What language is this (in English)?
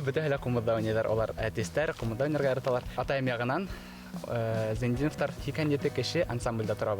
Bashkir